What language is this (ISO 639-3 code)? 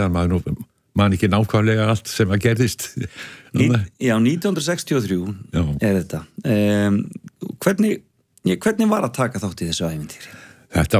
isl